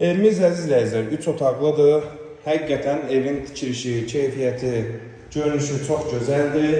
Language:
Azerbaijani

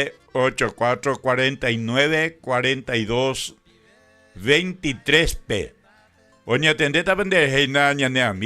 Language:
Guarani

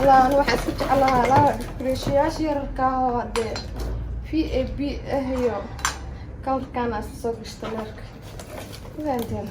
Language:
Somali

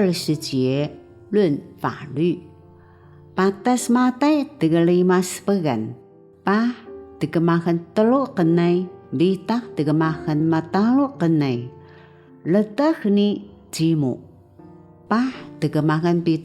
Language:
Taroko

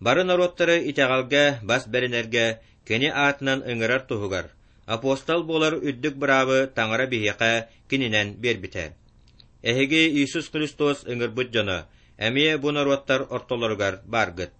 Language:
Yakut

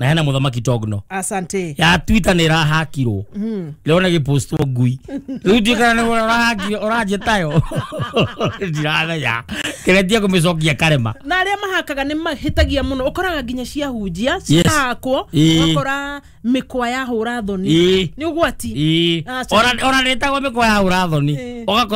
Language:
Kikuyu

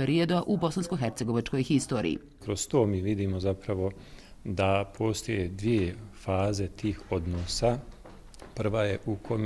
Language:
Bosnian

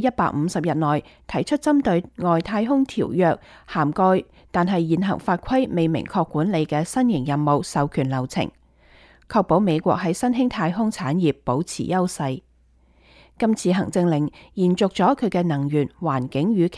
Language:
Cantonese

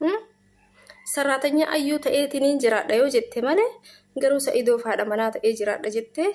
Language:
Oromo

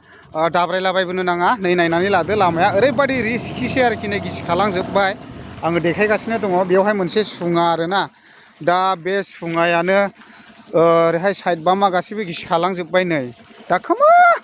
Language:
Bodo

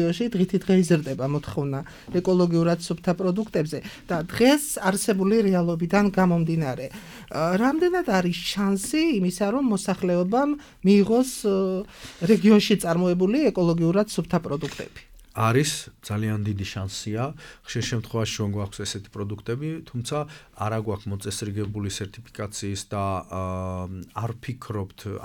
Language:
Georgian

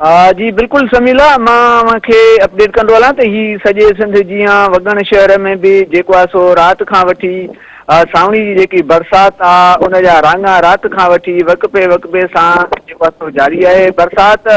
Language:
Sindhi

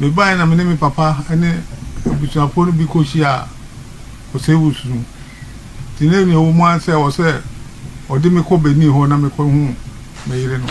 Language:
Akan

